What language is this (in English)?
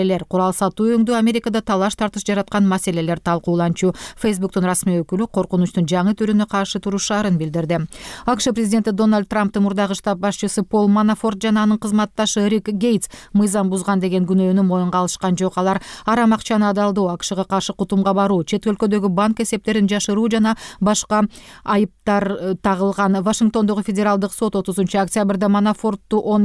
Kyrgyz